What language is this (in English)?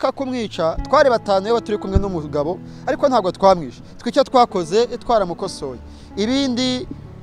Kinyarwanda